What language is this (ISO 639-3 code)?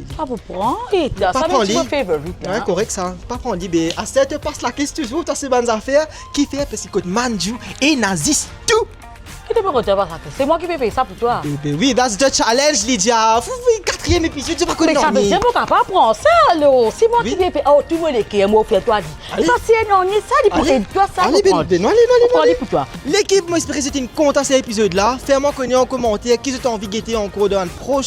mfe